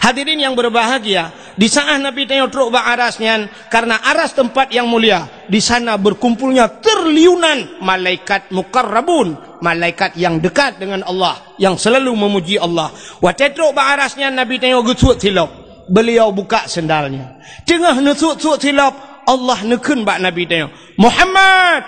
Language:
Achinese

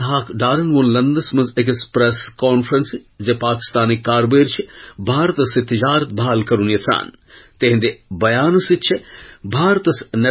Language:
Kashmiri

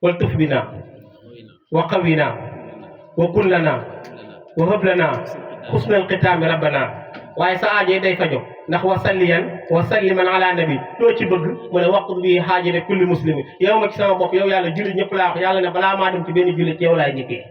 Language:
Wolof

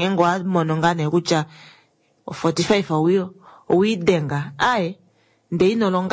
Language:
Kuanyama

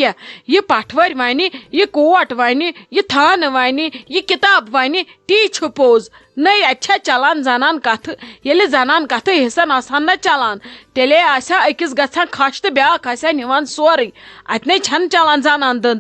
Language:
Kashmiri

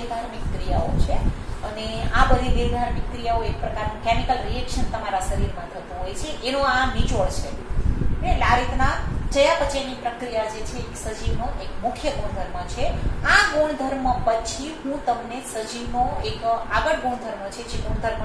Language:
Gujarati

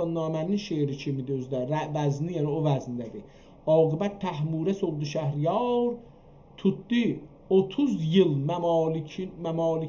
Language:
South Azerbaijani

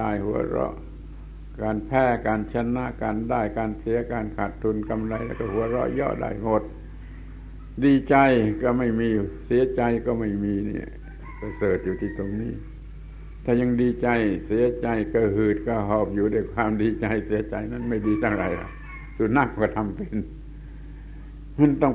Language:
Thai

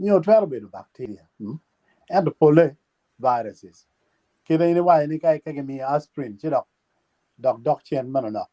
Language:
Acoli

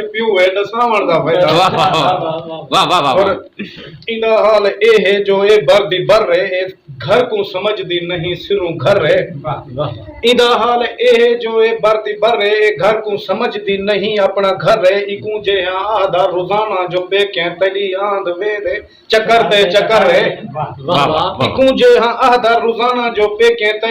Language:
Saraiki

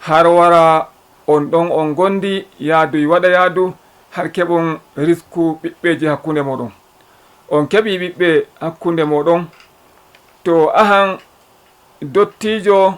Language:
Fula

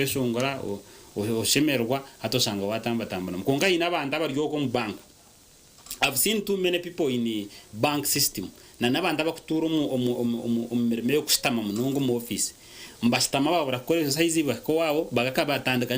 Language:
Nyankole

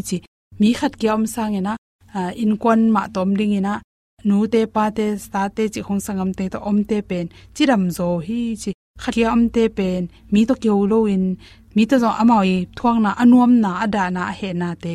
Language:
Tedim Chin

